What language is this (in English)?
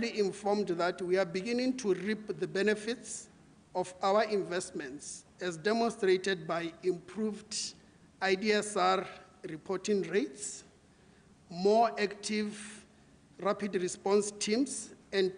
Tswana